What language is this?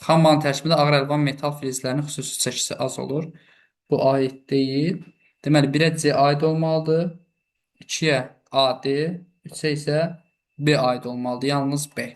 Azerbaijani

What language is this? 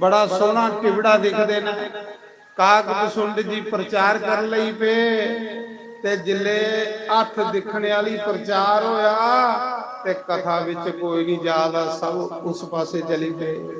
Dogri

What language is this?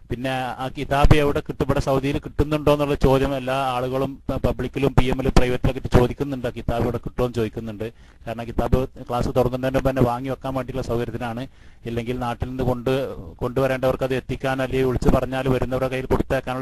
Malayalam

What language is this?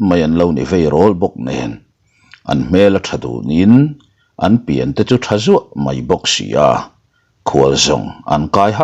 Mizo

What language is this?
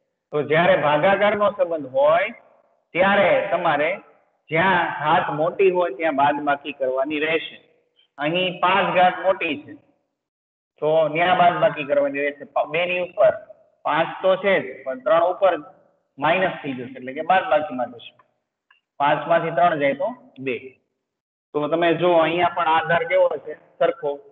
Gujarati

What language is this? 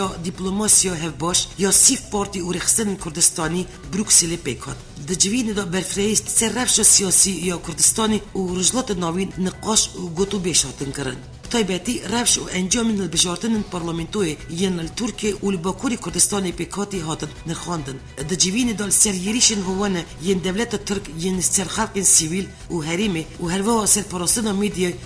Kurdish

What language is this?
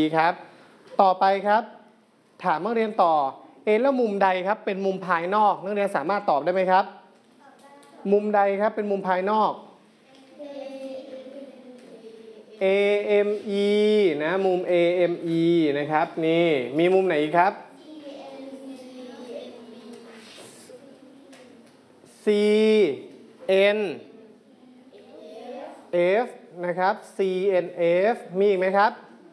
Thai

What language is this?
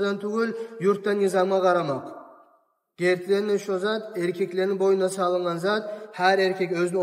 Kumyk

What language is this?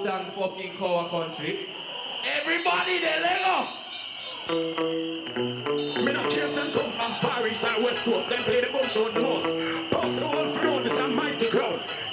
Jamaican Creole English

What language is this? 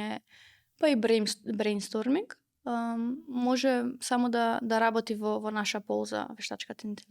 Macedonian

